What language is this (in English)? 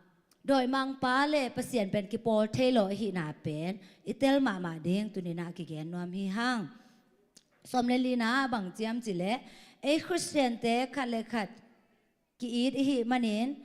Tedim Chin